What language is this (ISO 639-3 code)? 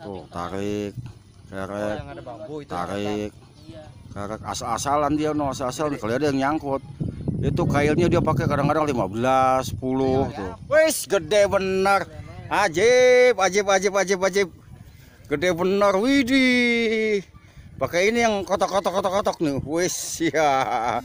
bew